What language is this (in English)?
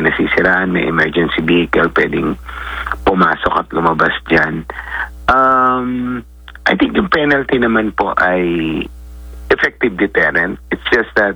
Filipino